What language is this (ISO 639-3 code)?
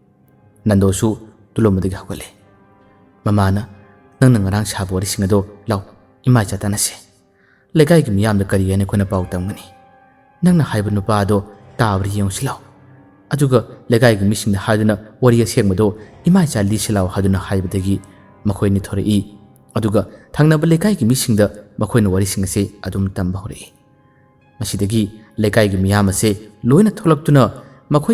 mni